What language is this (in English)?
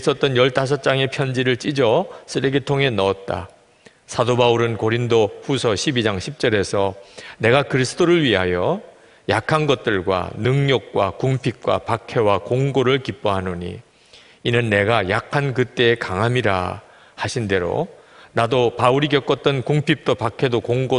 Korean